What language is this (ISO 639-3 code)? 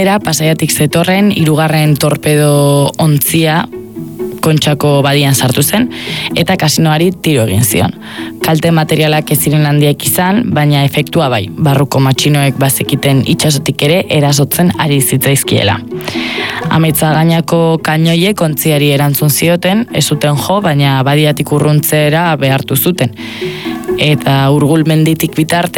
eus